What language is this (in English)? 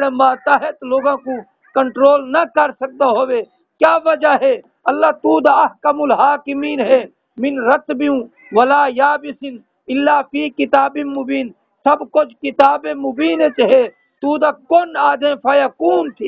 Saraiki